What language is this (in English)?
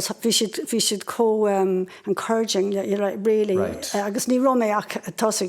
Irish